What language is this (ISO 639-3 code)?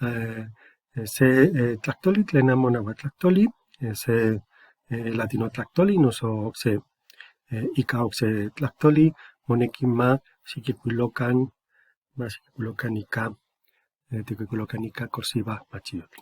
nhe